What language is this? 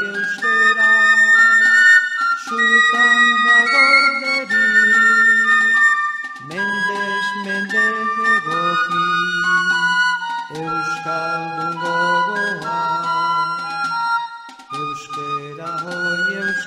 Basque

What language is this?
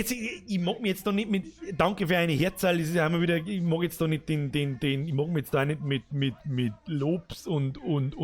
Bavarian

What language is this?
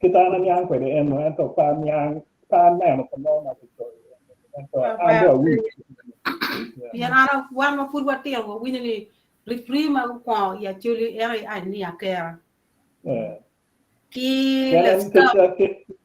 Acoli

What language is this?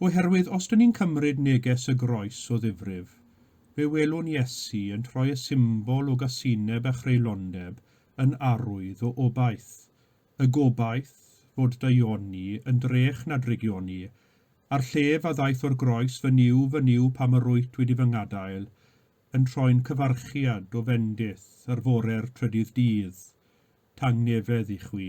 Welsh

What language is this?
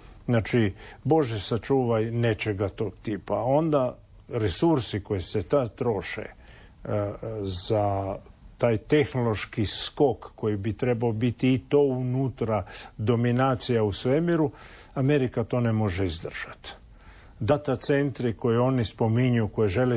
Croatian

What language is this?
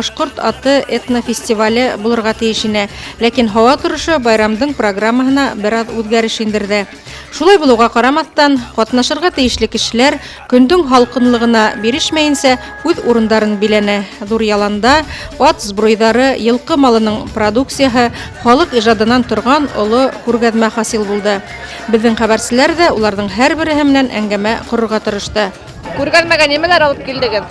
Bashkir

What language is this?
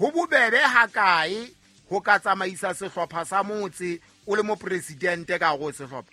Southern Sotho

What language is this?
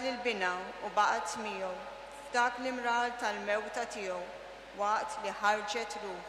Maltese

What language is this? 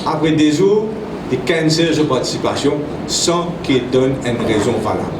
Morisyen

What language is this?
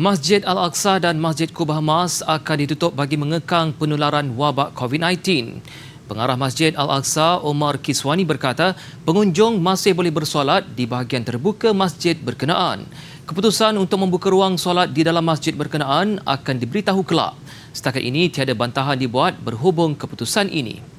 Malay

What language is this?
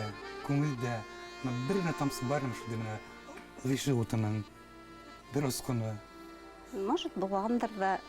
Bashkir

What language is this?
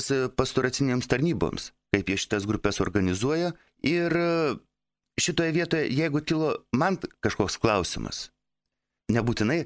Lithuanian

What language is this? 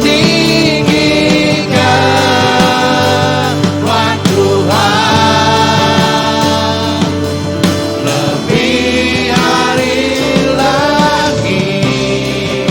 Iban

